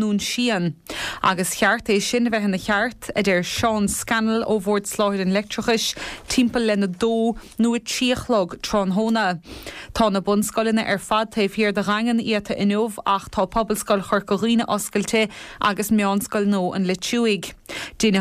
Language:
Irish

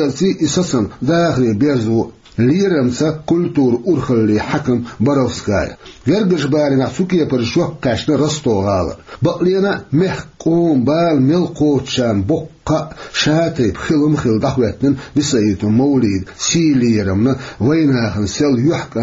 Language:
Chechen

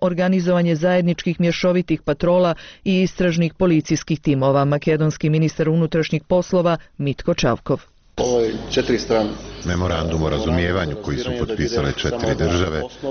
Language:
Bosnian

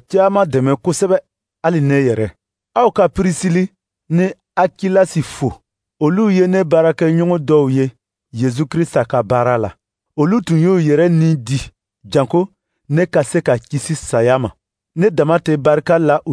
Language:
Dyula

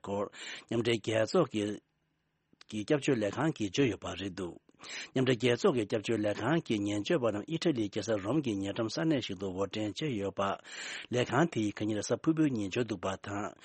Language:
Tibetan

